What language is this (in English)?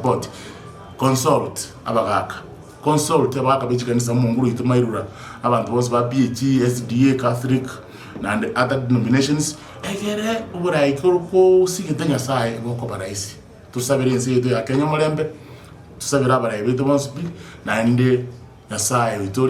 Gusii